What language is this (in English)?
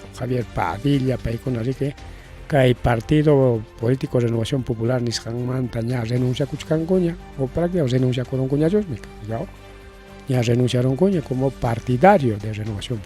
Ayacucho Quechua